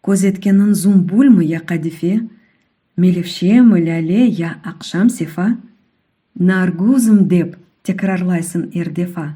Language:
Crimean Tatar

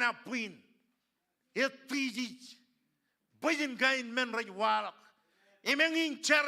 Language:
Marshallese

